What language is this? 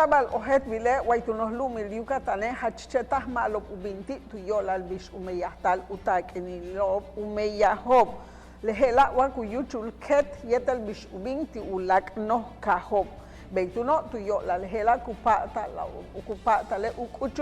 Yucateco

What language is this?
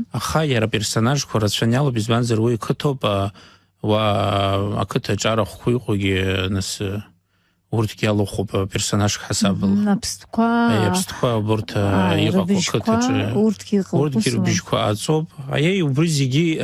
Abkhazian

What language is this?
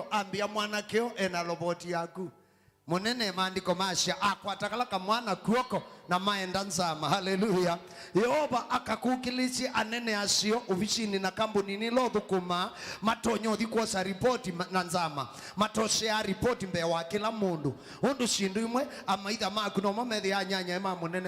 Kamba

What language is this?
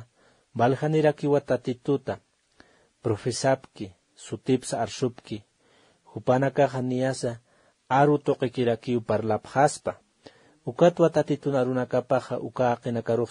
Aymara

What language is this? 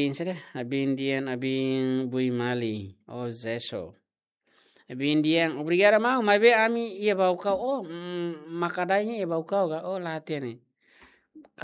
Tetum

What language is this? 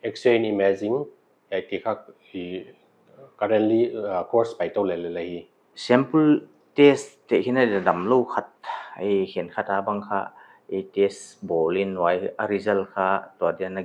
Paite Chin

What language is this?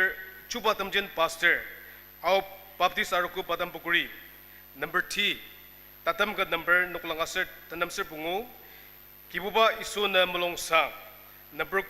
Ao Naga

